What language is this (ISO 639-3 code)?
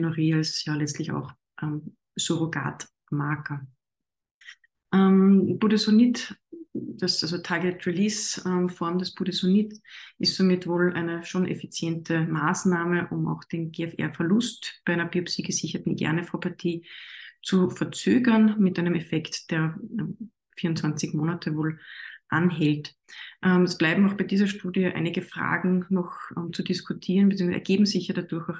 deu